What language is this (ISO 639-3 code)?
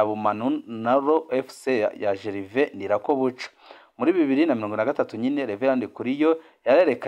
run